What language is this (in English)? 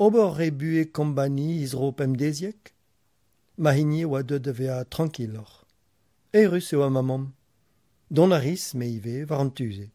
Breton